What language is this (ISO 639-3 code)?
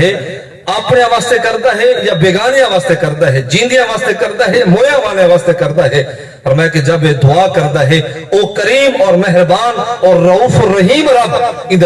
skr